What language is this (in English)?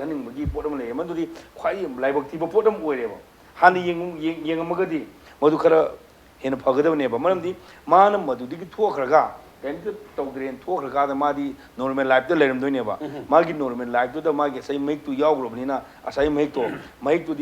Manipuri